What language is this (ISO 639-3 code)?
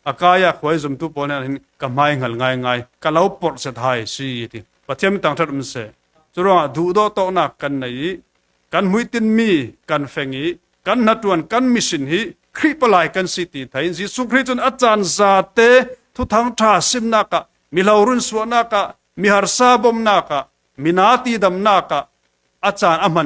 cfm